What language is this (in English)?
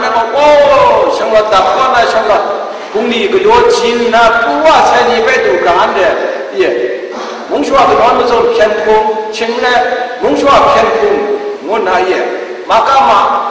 Kachin